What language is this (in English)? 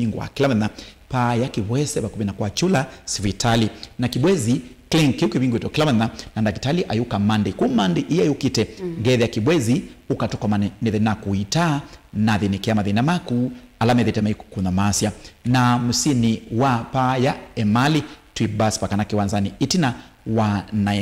Kamba